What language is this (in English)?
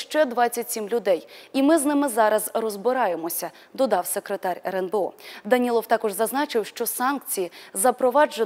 Ukrainian